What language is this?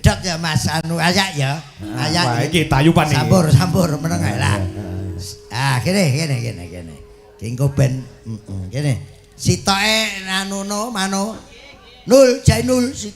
Javanese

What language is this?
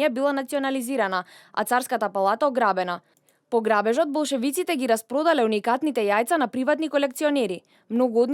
Macedonian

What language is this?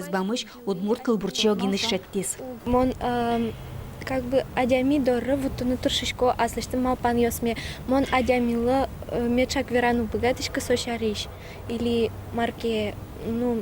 Udmurt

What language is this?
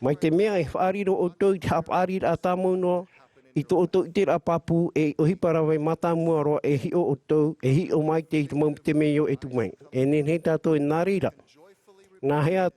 Tahitian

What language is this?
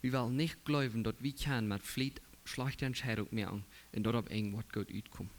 Plautdietsch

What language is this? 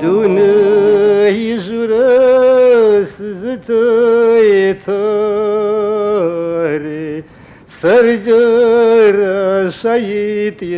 Kabardian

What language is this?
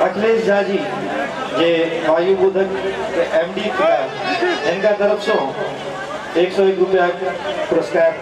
Maithili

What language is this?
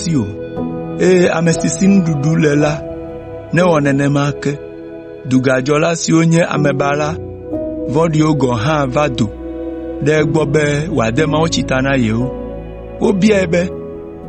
Ewe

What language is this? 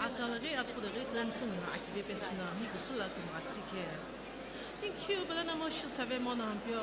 Sumi Naga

